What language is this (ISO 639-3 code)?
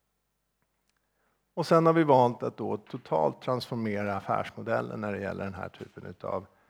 swe